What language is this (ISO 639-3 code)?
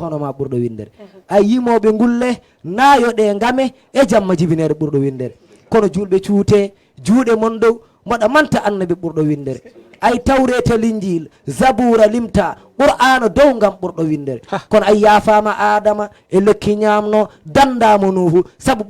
ful